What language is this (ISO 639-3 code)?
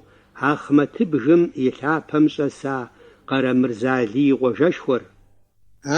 kbd